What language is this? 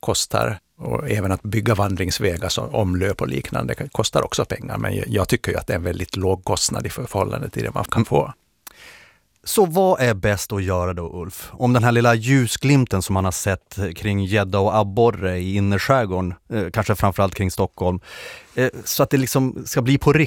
Swedish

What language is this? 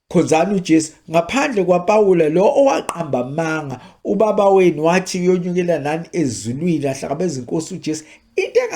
Zulu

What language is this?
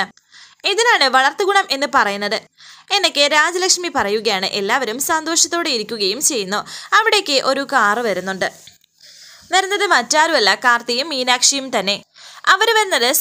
Malayalam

